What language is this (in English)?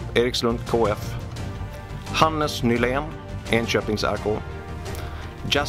Swedish